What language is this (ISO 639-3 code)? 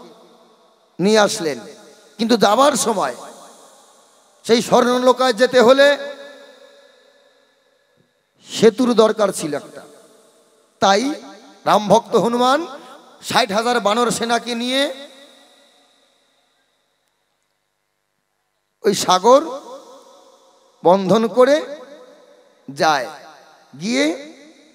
ben